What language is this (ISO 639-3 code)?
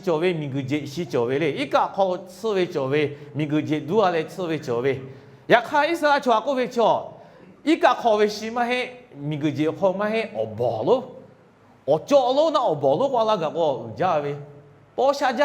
lhu